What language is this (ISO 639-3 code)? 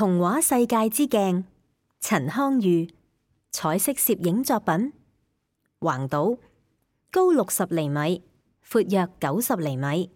yue